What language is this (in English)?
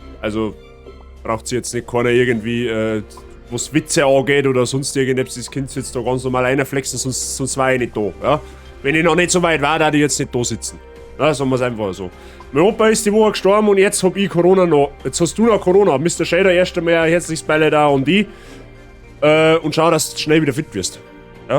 Bavarian